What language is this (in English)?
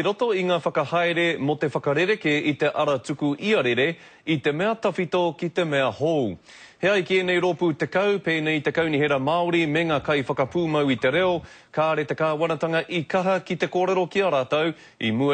Māori